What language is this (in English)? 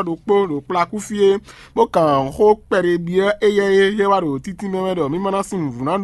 Fon